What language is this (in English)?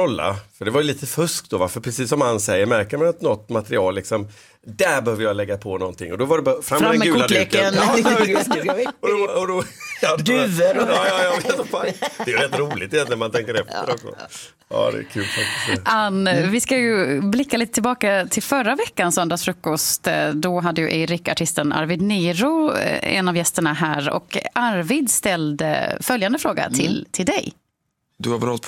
Swedish